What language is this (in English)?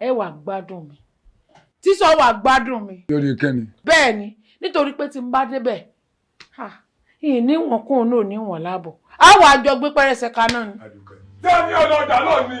Yoruba